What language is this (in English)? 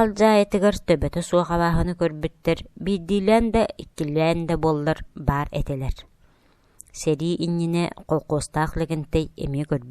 Yakut